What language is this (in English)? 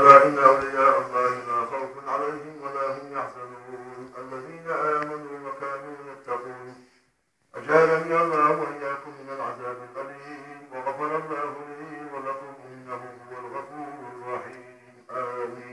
Chechen